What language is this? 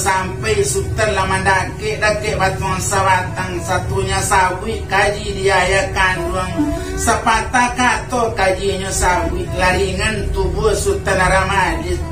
Minangkabau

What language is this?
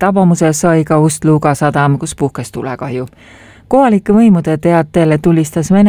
Estonian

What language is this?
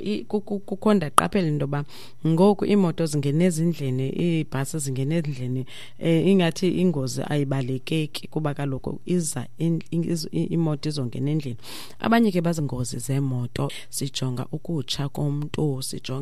Xhosa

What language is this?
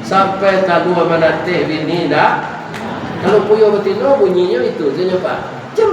Minangkabau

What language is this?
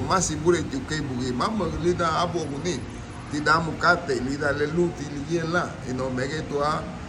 Garifuna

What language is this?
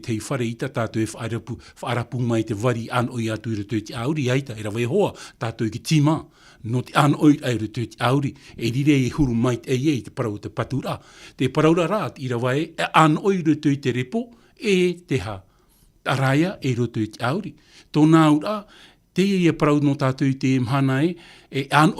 Tahitian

